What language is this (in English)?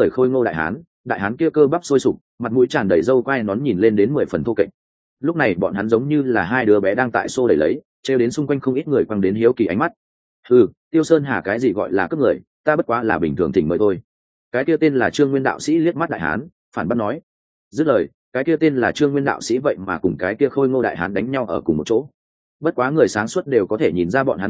Vietnamese